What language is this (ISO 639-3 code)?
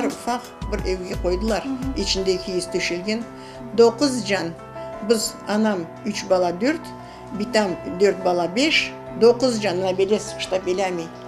crh